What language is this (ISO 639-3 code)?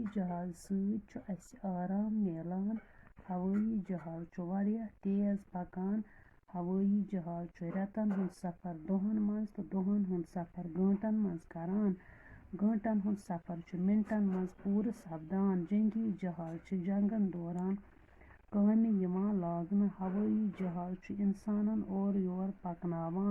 kas